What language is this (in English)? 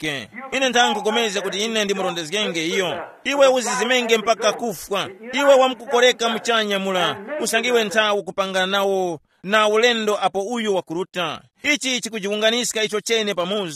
Tumbuka